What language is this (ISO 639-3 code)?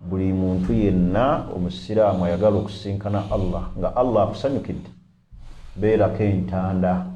lug